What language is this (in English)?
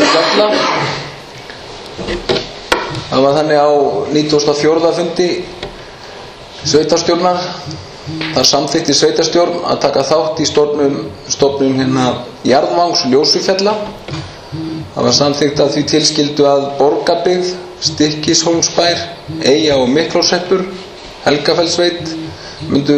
Icelandic